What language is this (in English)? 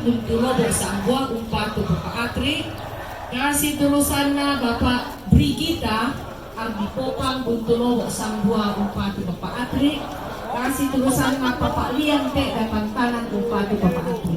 Toraja-Sa'dan